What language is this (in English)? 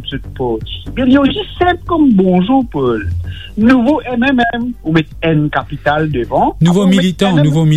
Morisyen